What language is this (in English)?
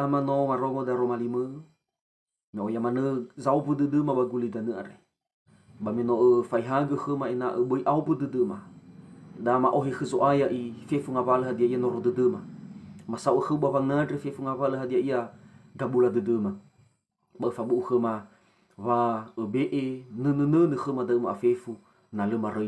Nias